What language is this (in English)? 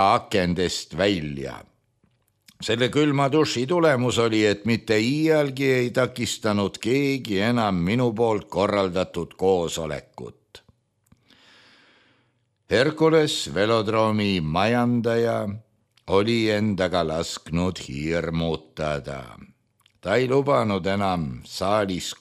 Estonian